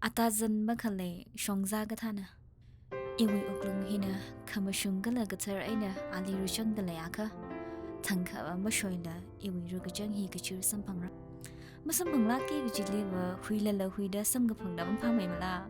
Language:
Tangkhul Naga (India)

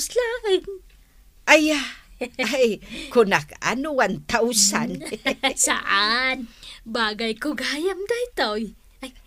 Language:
Iloko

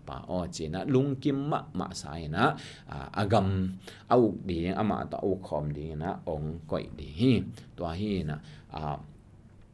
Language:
Tedim Chin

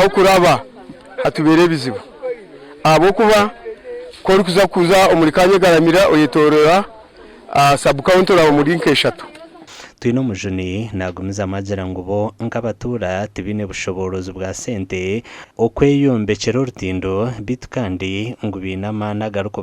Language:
Nyankole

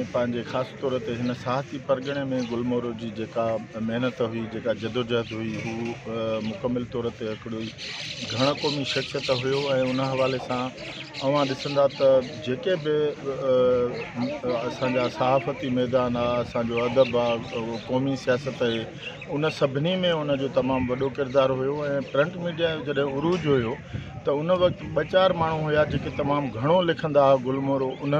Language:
Sindhi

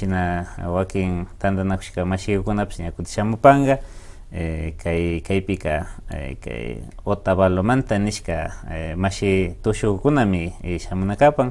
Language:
Imbabura Highland Quichua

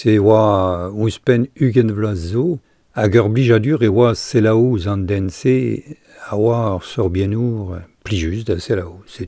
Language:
Breton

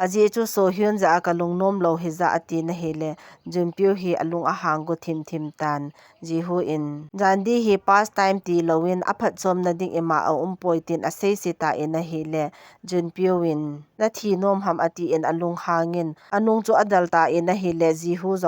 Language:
Thado Chin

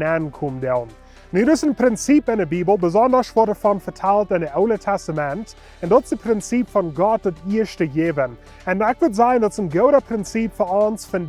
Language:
Plautdietsch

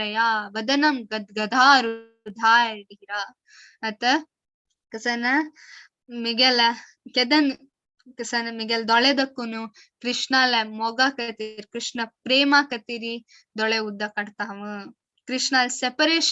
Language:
Konkani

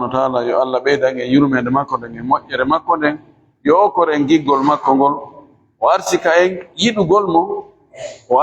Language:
Fula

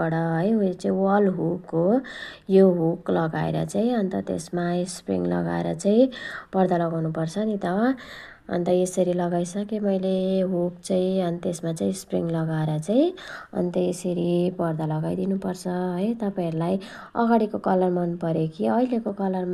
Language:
Nepali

